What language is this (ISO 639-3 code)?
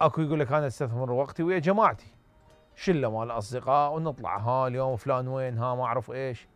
acm